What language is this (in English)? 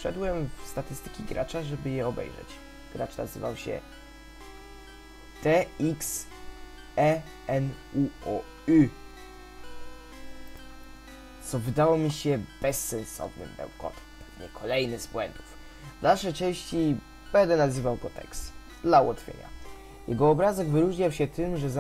Polish